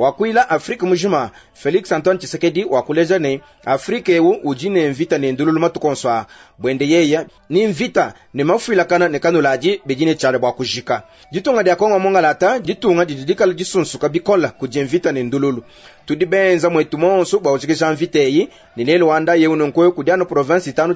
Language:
Luba-Lulua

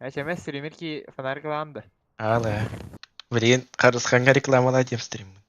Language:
Yakut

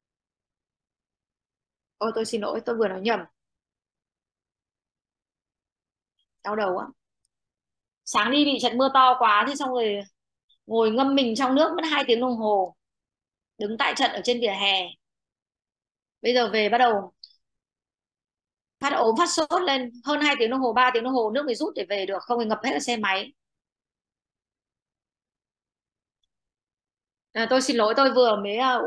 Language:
Vietnamese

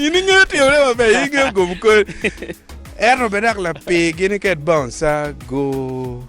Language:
Acoli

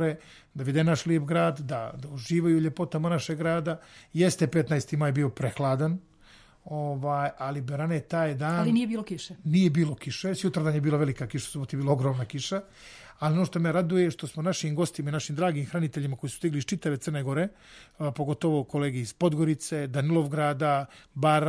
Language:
Serbian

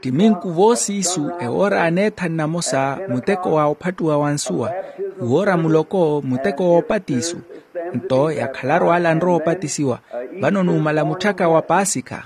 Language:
Makhuwa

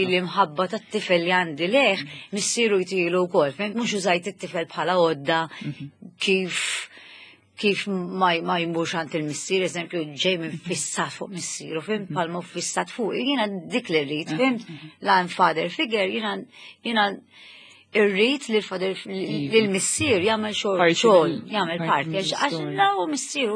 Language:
Maltese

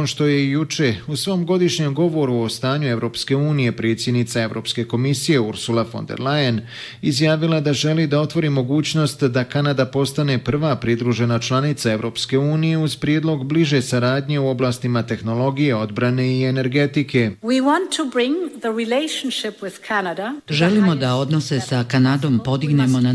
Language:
Bosnian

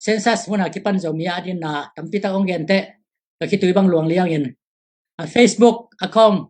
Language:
Tedim Chin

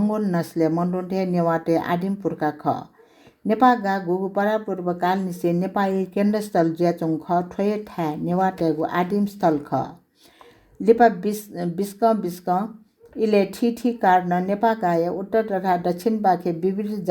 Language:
Newari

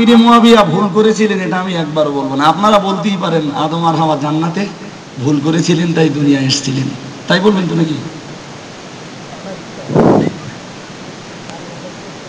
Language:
Bangla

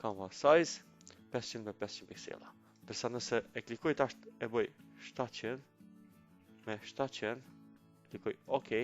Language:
Albanian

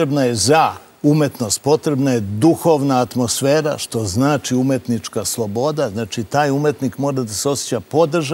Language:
Serbian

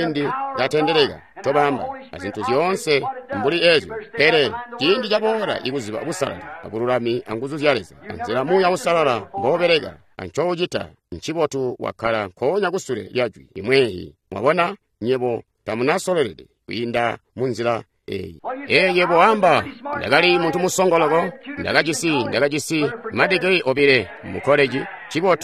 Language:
Tonga (Zambia)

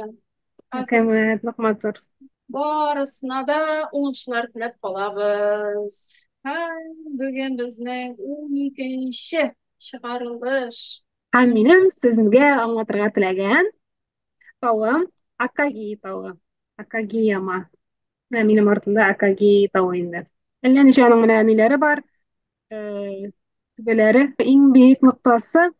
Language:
Tatar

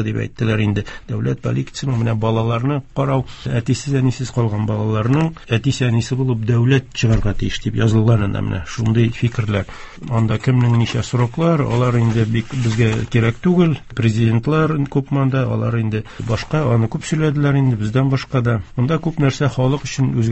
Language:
Tatar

